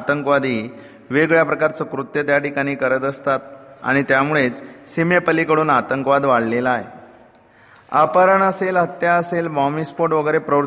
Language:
Marathi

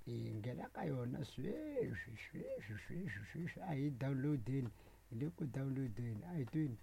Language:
Tsonga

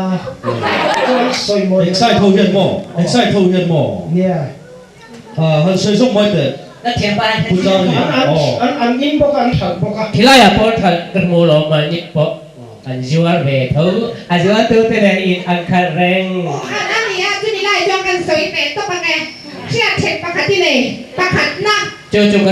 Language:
Mizo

